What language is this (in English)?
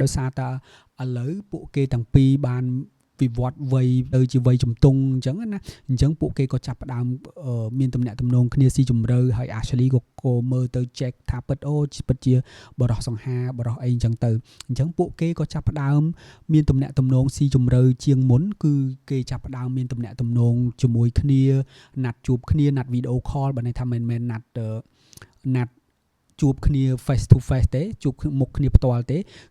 Khmer